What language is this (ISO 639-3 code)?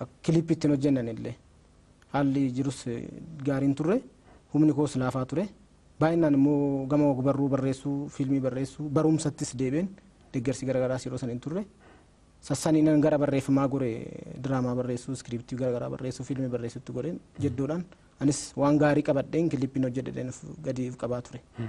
orm